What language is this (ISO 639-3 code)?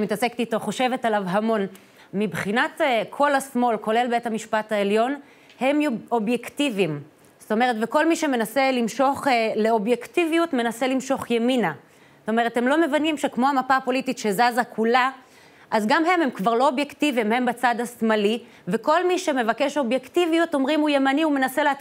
heb